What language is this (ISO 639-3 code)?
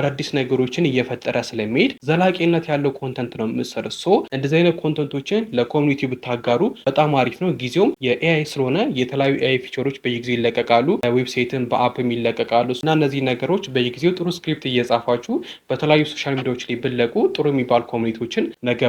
amh